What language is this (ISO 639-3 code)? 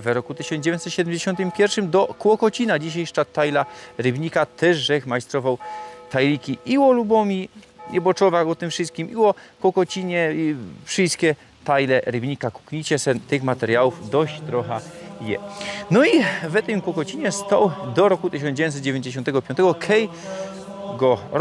szl